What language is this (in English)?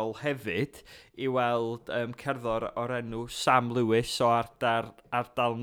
Welsh